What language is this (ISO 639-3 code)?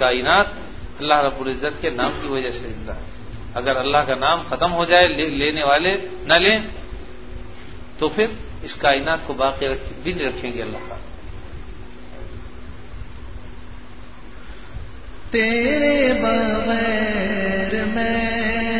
urd